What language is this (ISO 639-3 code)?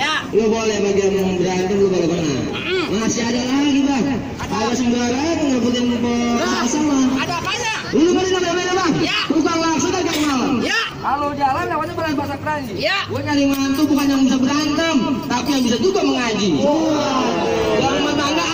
bew